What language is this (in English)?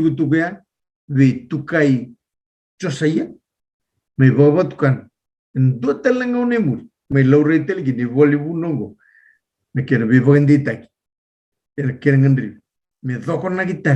Fijian